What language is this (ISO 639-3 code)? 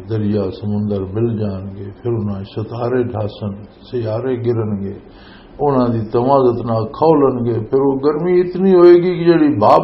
lah